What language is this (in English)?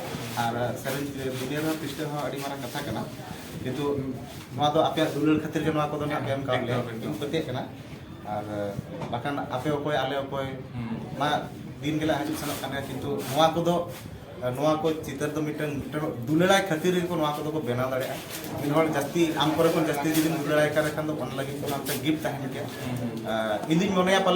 Santali